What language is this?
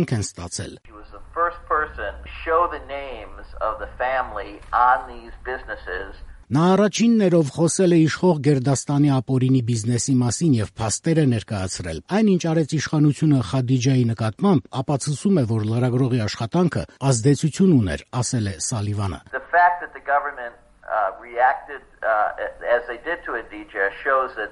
Armenian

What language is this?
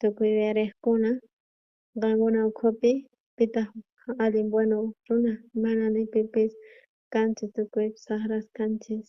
South Bolivian Quechua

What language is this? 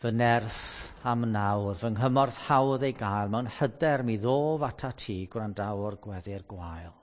Welsh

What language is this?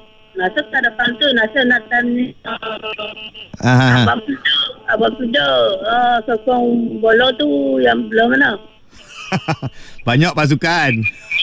Malay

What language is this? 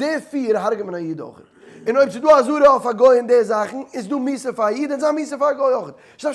Yiddish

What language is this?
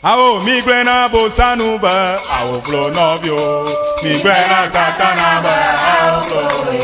Ewe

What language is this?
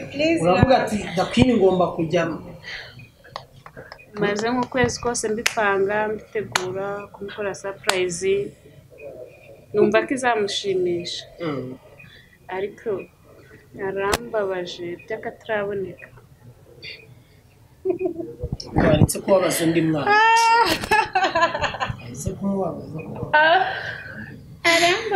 Kinyarwanda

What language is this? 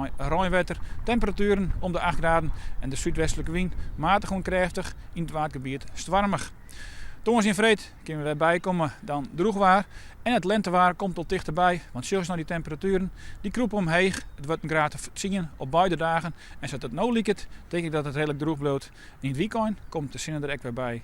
Western Frisian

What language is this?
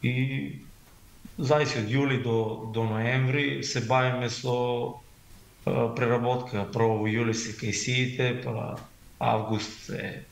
Macedonian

